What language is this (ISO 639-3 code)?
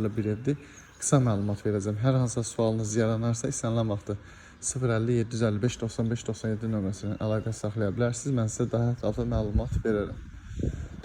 aze